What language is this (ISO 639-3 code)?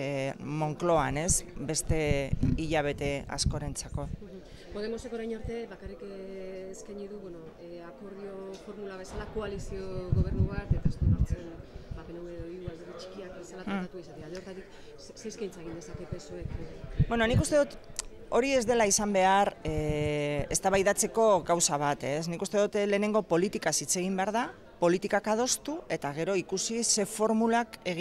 eus